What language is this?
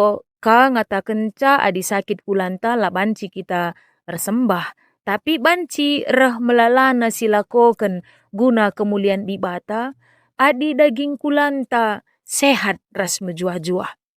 Batak Karo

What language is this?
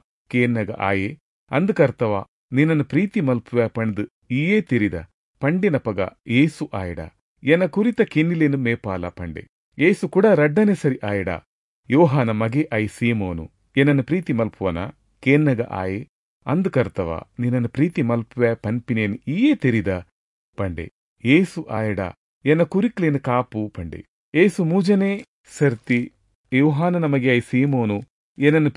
Tulu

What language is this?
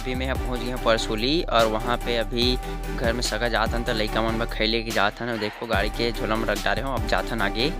Chhattisgarhi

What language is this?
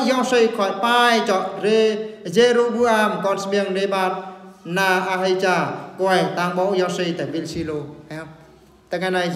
Eastern Bru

